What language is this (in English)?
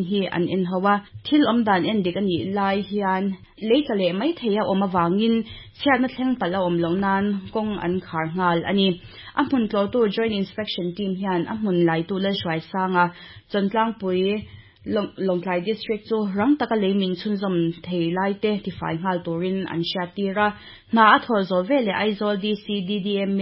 Mizo